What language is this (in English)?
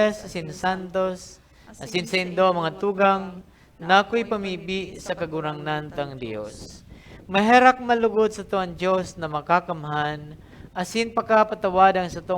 Bikol